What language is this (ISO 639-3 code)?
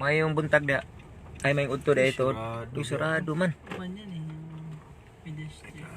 ceb